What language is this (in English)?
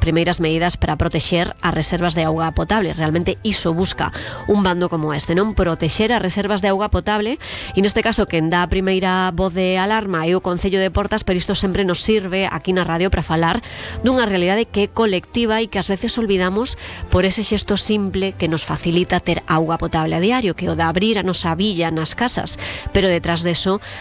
Galician